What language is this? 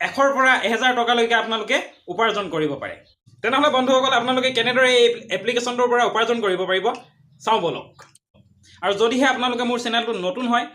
Assamese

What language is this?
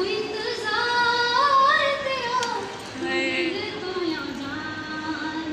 Saraiki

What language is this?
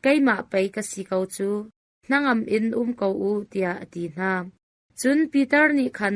Hakha Chin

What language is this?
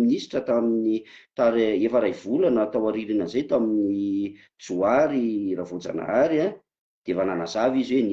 Malagasy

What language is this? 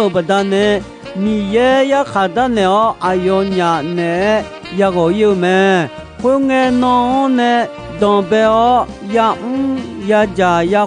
Akha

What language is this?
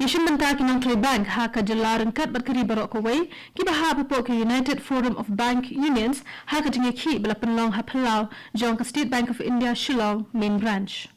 Khasi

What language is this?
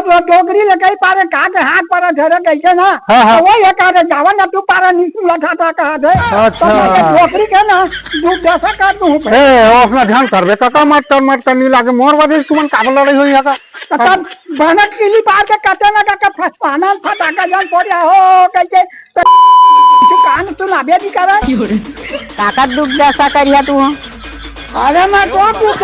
Chhattisgarhi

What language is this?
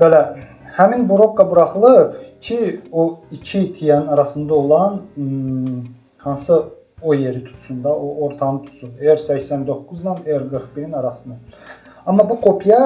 Azerbaijani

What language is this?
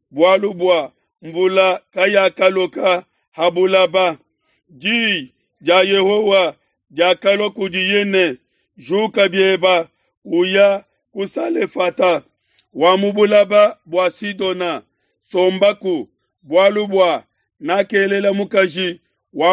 Luba-Lulua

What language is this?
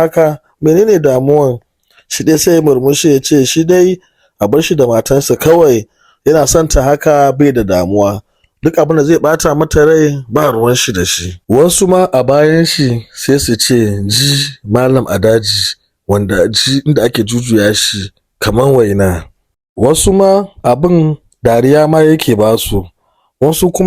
Hausa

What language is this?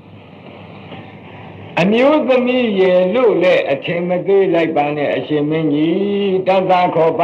Burmese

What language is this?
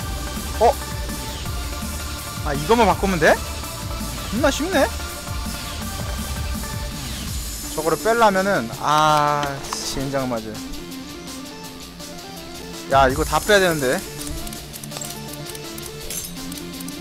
Korean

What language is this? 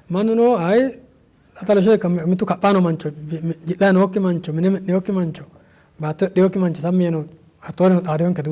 Sidamo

